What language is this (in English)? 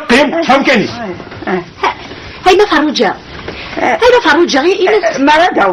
Kabyle